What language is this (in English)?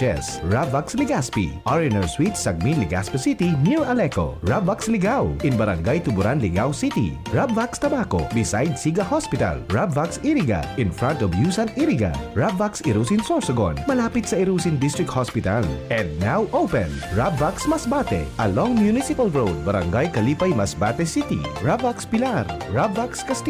Bikol